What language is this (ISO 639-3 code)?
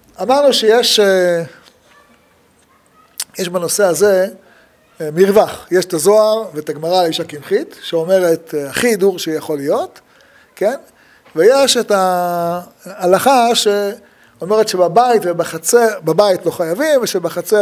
heb